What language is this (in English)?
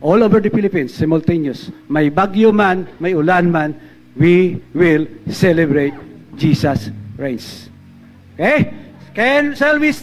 Hiligaynon